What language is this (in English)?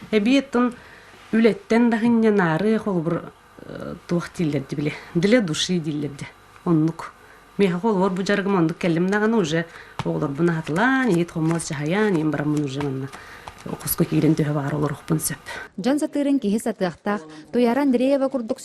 Yakut